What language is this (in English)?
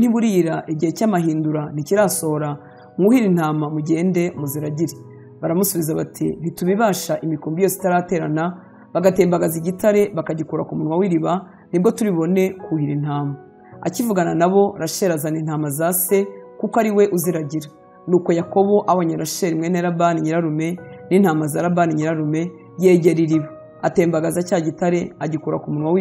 Kinyarwanda